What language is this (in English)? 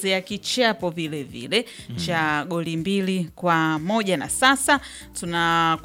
Swahili